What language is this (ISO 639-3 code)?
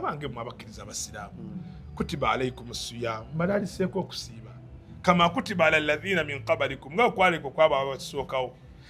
lug